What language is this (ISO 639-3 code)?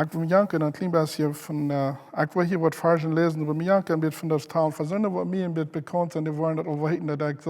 pdt